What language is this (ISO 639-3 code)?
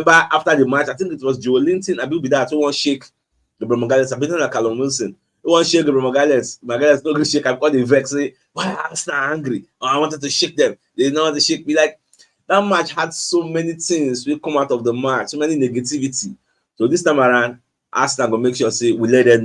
pcm